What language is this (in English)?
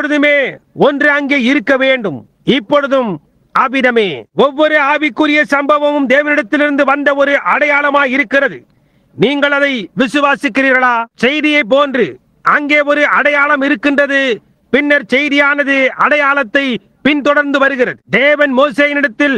Tamil